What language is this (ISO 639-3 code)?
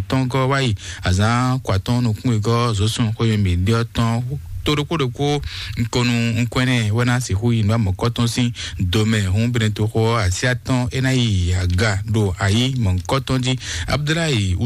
fon